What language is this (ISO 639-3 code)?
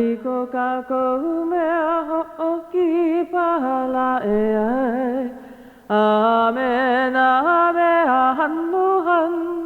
haw